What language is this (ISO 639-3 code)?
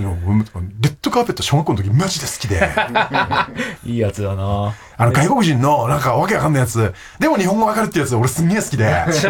jpn